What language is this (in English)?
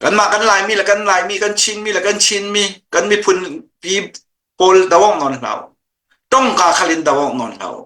Hakha Chin